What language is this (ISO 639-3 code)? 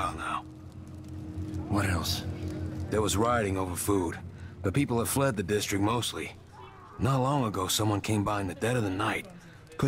eng